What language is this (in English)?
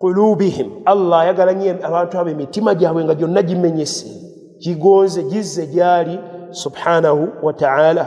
Ganda